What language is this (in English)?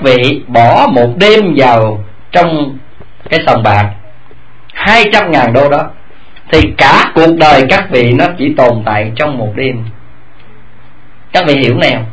Vietnamese